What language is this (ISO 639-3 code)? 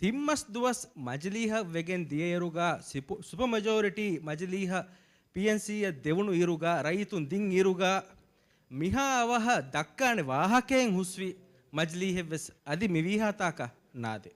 div